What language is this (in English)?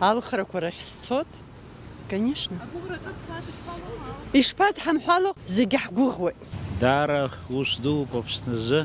Abkhazian